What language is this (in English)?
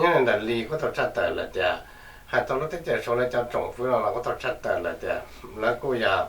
Hmong